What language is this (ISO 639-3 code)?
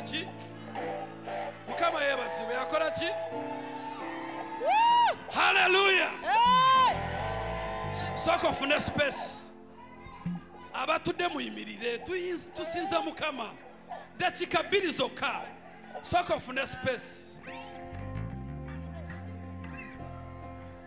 lug